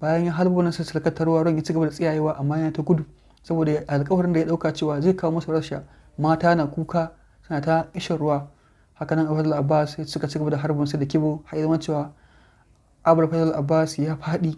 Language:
Hausa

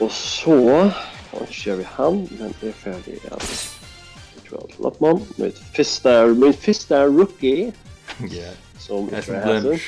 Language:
Faroese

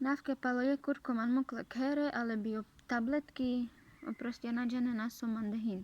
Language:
Carpathian Romani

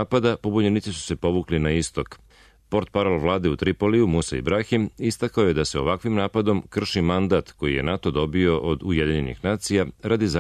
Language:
Serbian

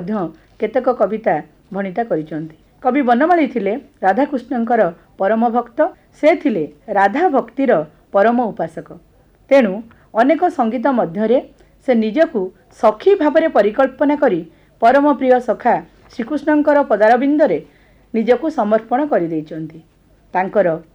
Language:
Odia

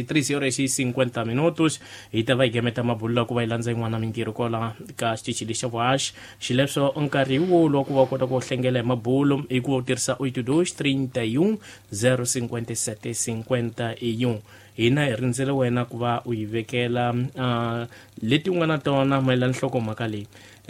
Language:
Tsonga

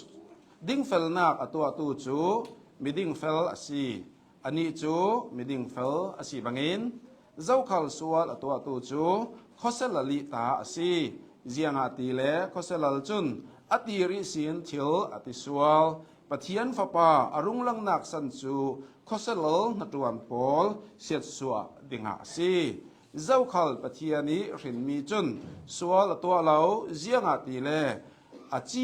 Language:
Hakha Chin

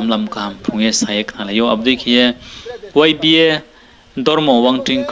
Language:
Riang (India)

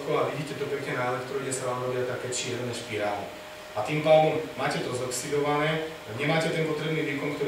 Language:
Slovak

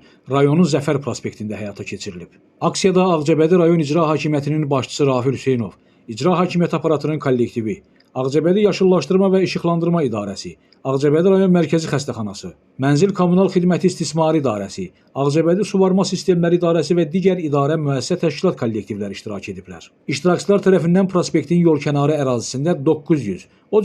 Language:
Azerbaijani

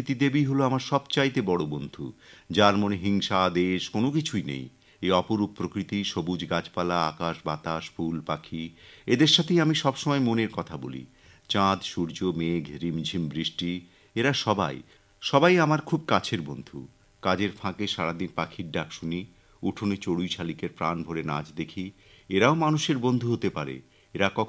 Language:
Bangla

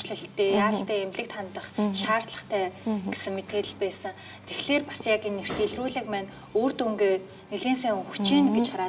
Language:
Mongolian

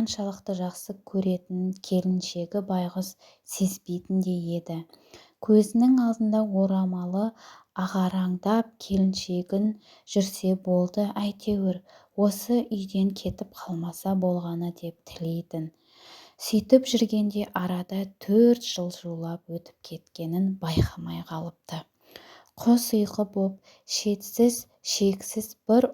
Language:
Kazakh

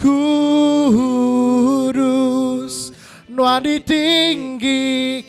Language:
Iban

